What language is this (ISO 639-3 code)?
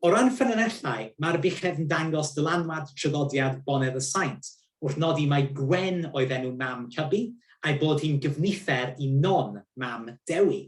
cym